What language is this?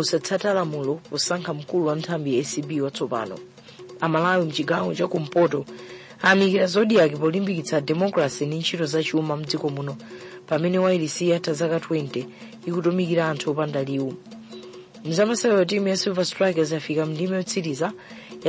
Nyanja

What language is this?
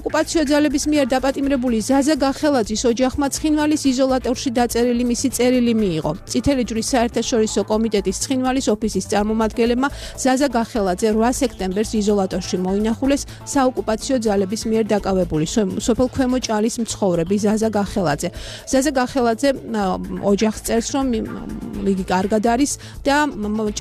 Georgian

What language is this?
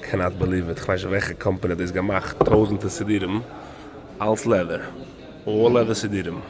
Yiddish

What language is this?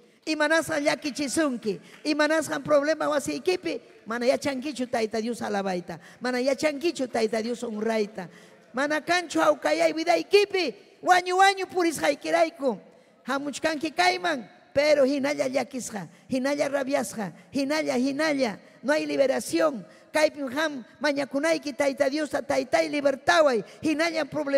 Ayacucho Quechua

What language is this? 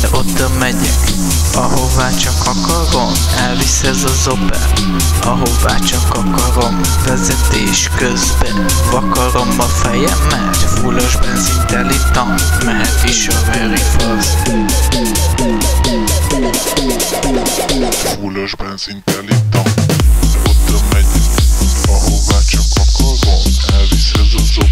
Hungarian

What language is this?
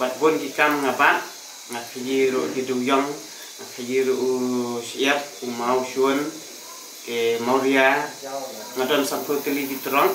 Khasi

